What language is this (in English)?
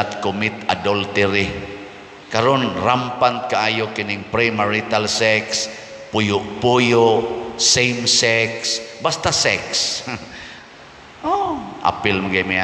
Cebuano